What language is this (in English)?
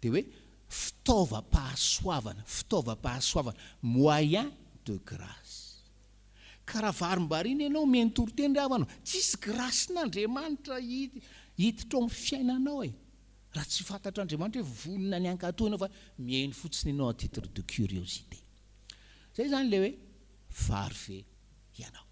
Malagasy